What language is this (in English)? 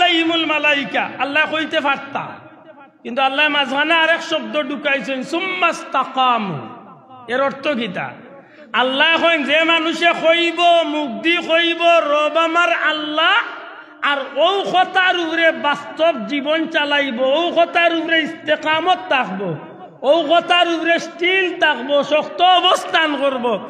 Sylheti